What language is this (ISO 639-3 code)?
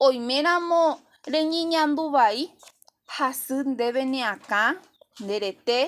grn